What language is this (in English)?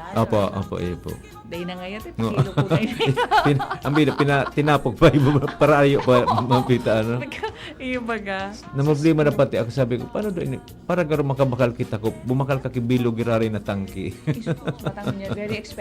Bikol